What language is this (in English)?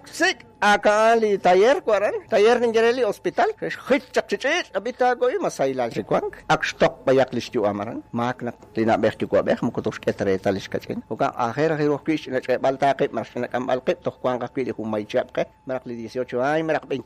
Kekchí